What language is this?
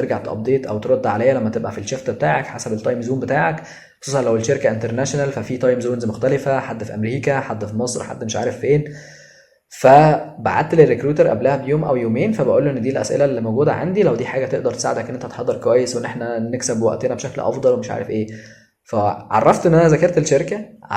Egyptian Arabic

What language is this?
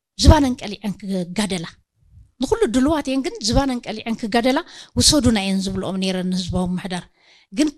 Tigrinya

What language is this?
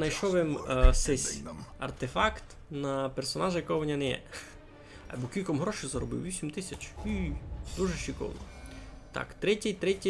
Rusyn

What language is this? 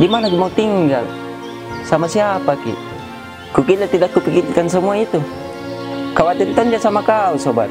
Makassar Malay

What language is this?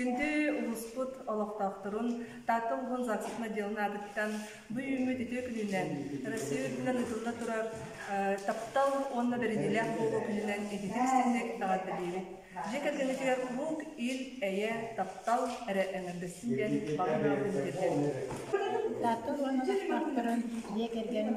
Yakut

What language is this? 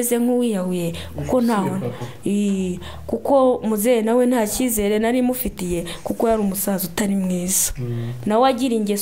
Kinyarwanda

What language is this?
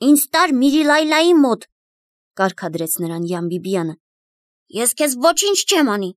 Armenian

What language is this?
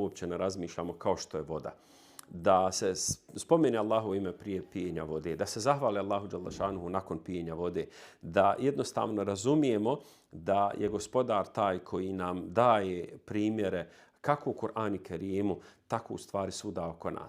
Bosnian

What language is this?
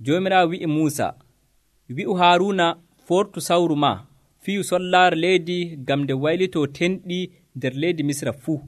Nigerian Fulfulde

